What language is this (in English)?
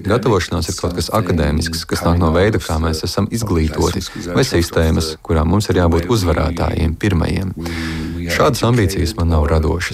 Latvian